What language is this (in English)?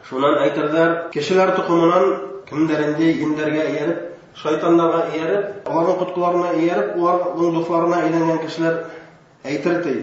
Bashkir